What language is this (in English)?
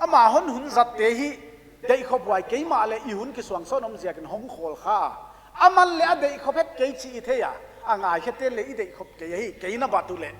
Paite Chin